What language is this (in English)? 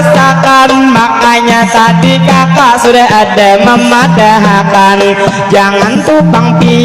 Banjar